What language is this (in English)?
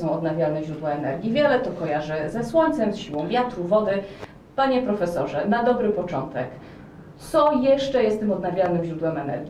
Polish